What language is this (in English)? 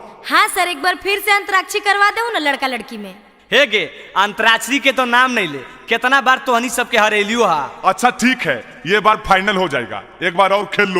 Magahi